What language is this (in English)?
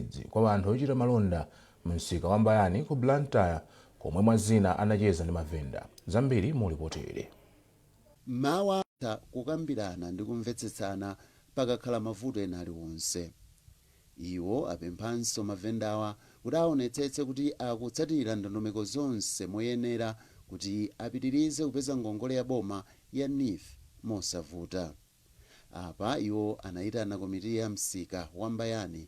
Nyanja